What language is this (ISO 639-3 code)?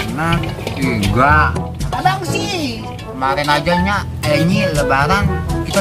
bew